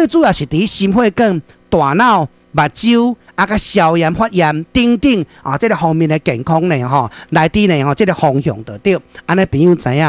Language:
Min Nan Chinese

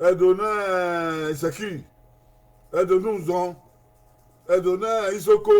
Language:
Bini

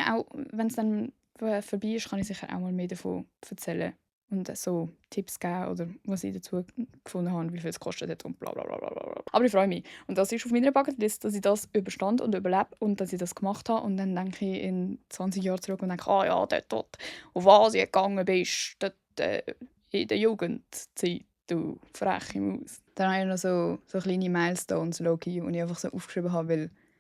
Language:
Swiss German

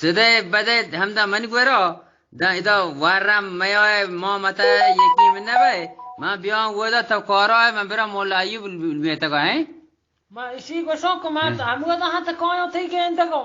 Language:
Eastern Balochi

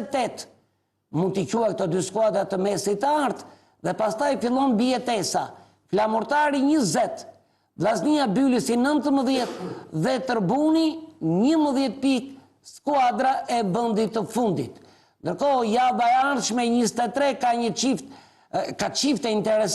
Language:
Albanian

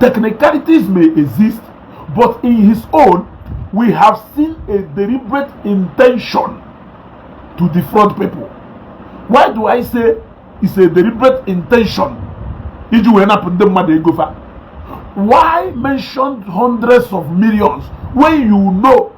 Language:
Igbo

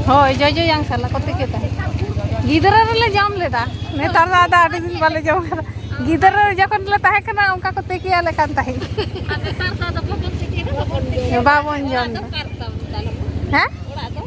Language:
Santali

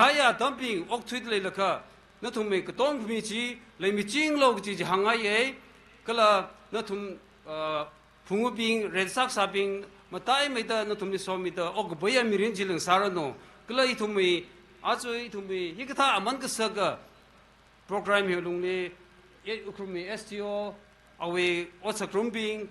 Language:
Tangkhul Naga (India)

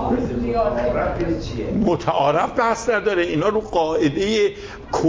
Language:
Persian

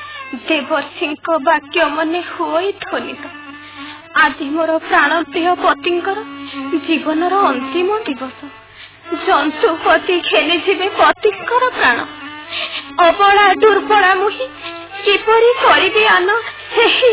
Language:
Odia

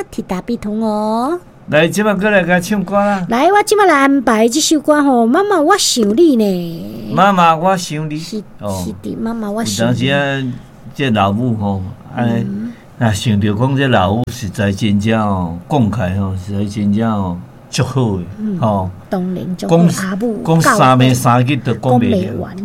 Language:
Min Nan Chinese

